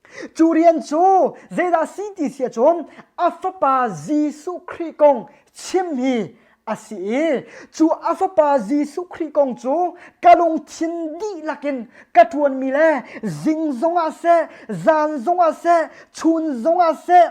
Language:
Hakha Chin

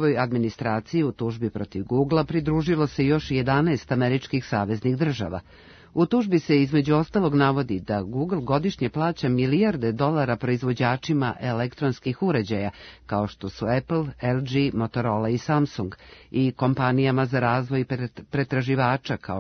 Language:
Serbian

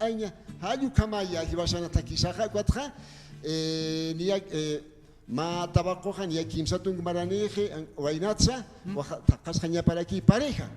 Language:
Aymara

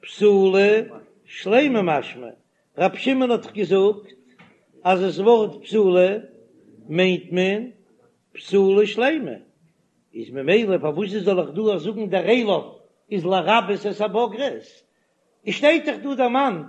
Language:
Yiddish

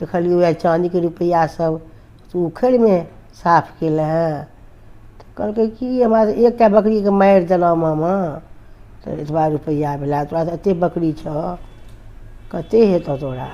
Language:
Maithili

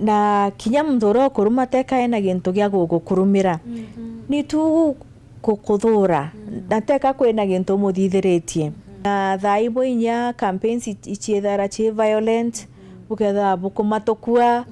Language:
Meru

